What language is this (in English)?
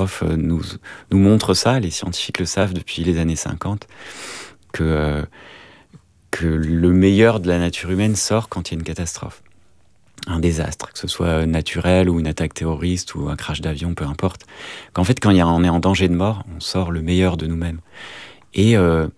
French